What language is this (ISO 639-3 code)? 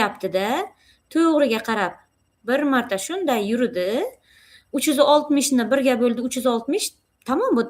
uzb